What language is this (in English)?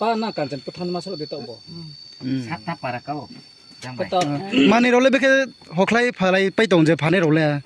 Riang (India)